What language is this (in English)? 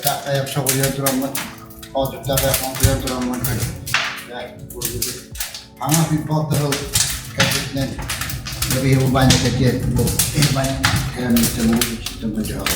Yakut